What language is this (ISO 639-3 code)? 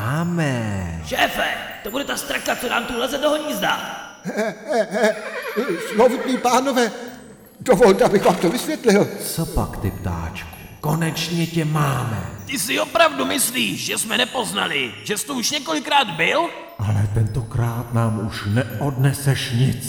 ces